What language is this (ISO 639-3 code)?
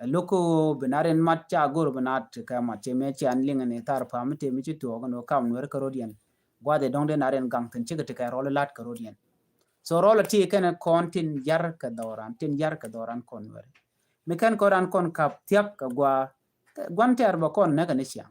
nus